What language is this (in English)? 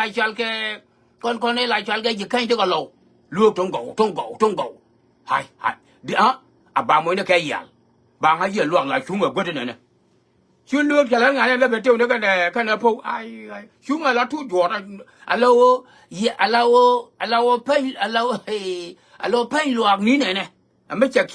Nuer